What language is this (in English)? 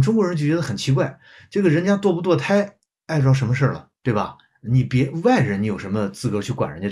Chinese